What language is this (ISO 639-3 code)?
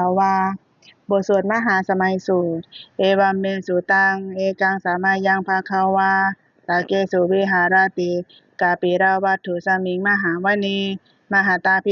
pli